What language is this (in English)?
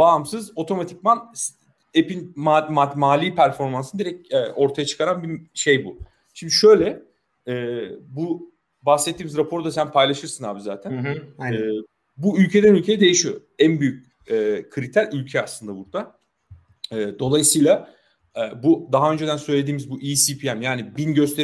Turkish